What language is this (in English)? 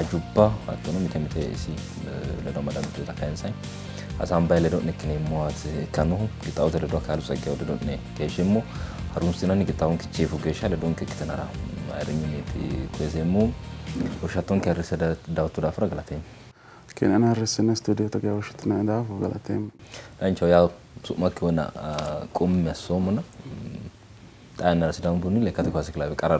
Sidamo